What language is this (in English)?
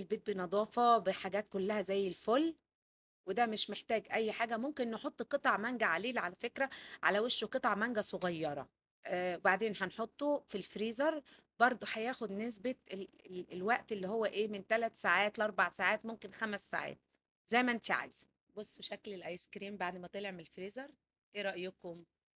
Egyptian Arabic